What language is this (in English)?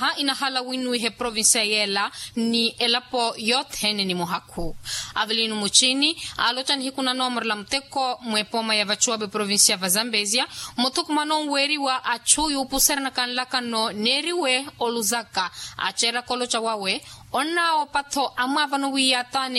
Makhuwa